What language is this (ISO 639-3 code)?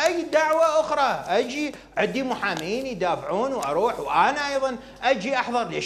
acm